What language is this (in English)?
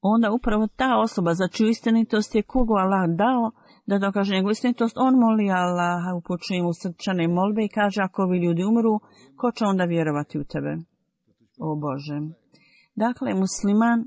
Bosnian